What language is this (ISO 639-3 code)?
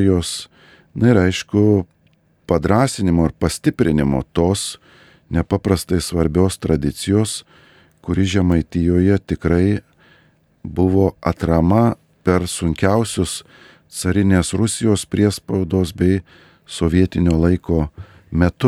lit